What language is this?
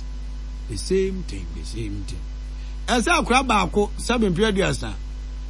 Akan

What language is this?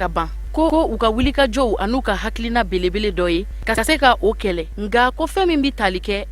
Bambara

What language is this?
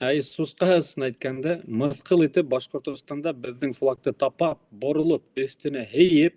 Bashkir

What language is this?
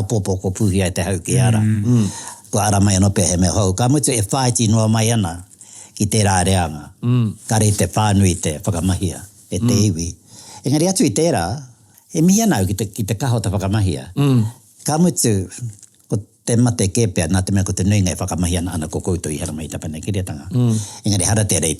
Māori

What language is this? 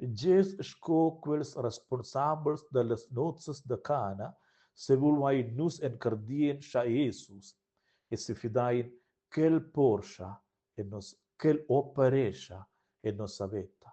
Romansh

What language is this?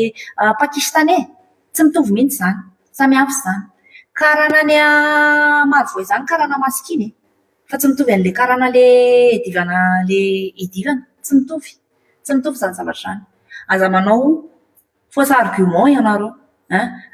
Malagasy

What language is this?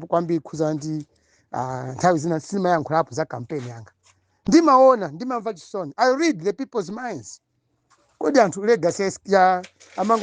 Nyanja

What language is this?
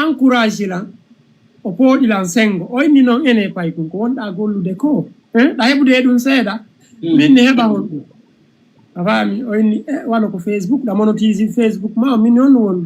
Fula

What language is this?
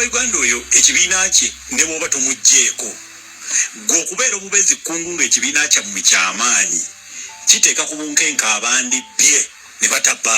Ganda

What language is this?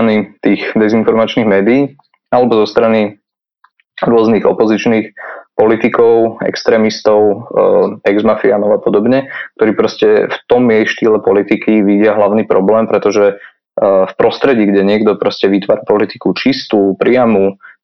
Slovak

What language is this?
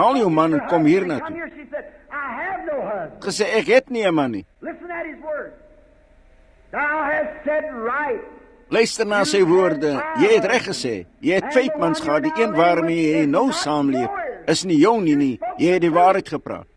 Afrikaans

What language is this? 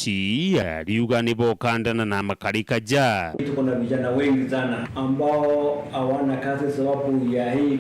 Meru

